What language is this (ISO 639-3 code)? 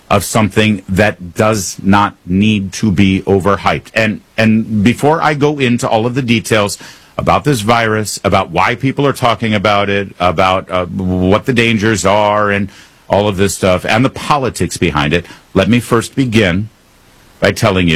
eng